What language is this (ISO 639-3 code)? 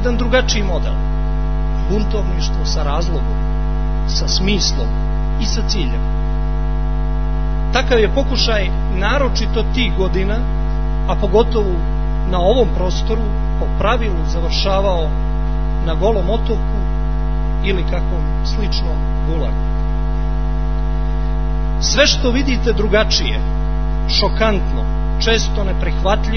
srp